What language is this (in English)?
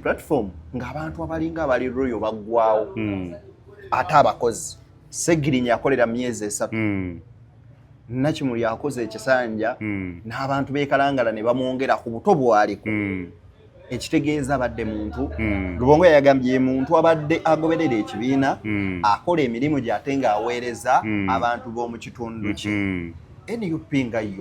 Ganda